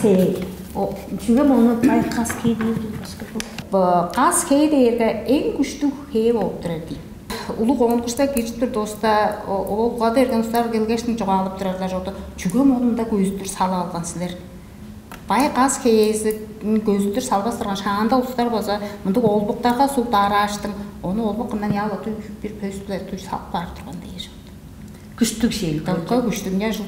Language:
Tuvinian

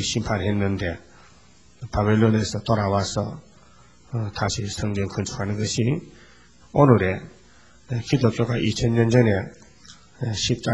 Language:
Korean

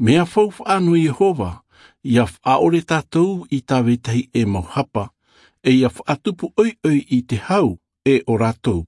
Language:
Tahitian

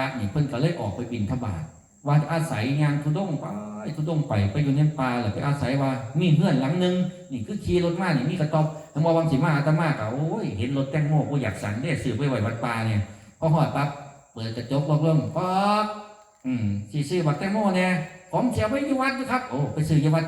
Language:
Northeastern Thai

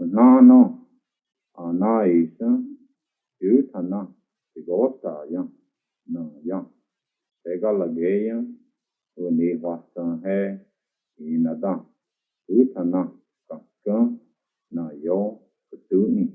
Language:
Cherokee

